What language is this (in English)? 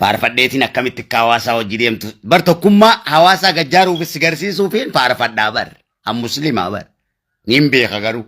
Oromo